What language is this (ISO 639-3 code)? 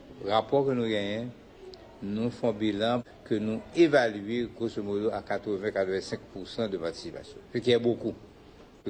hat